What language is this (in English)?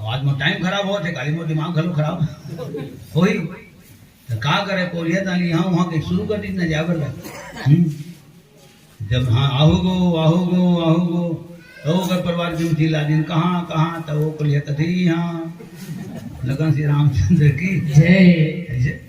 Chhattisgarhi